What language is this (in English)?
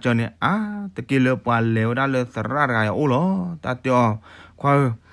S'gaw Karen